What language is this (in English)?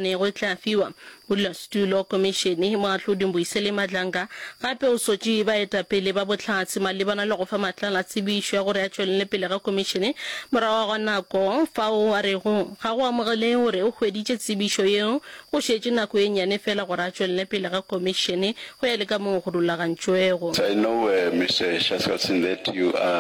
Northern Sotho